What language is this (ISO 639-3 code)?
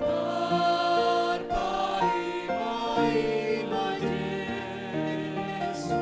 bts